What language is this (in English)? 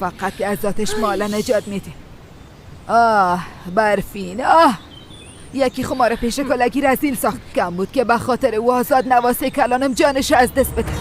Persian